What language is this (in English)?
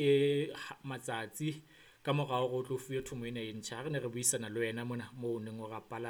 Southern Sotho